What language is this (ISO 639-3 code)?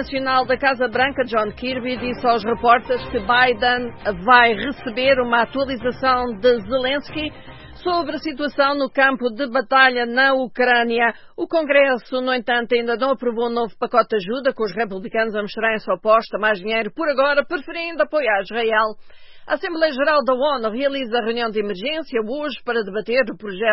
por